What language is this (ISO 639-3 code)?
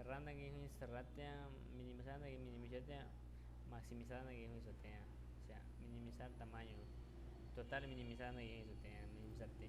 agr